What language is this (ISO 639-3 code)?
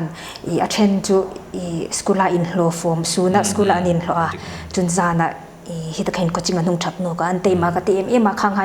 hmr